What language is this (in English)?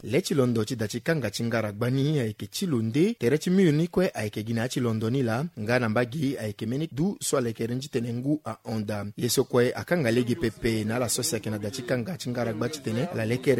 Sango